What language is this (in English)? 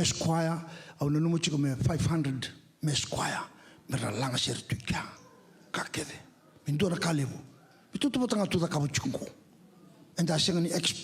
Fijian